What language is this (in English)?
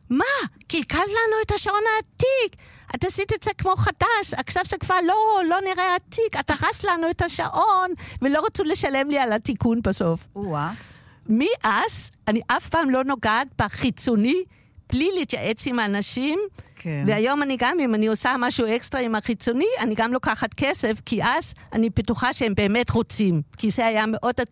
Hebrew